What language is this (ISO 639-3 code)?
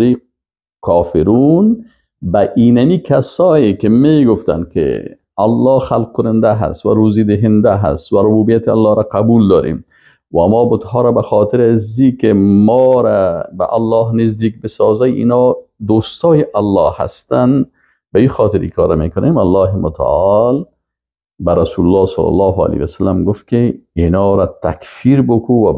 fas